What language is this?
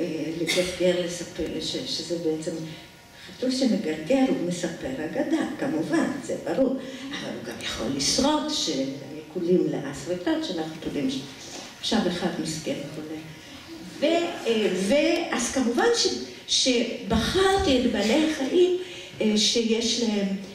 Hebrew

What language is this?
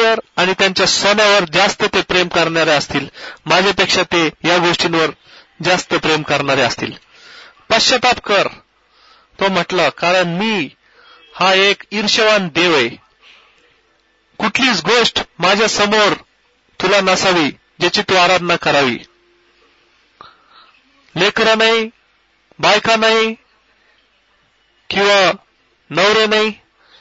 Marathi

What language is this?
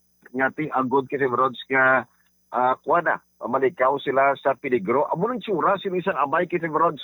Hiligaynon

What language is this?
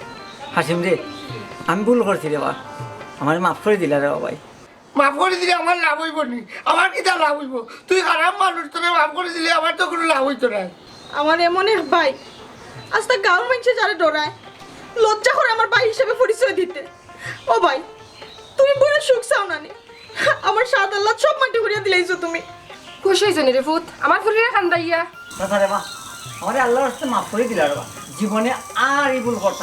Sylheti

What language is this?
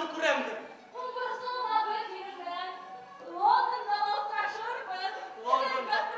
Bashkir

